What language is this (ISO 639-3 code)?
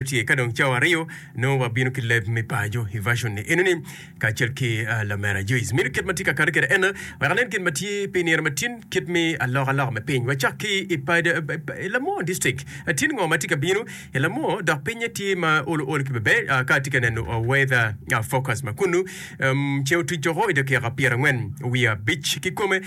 ach